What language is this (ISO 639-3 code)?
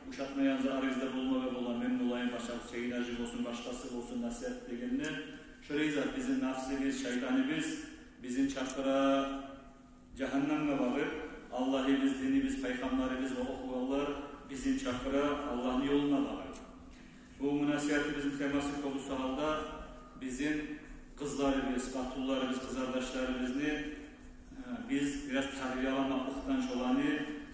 kum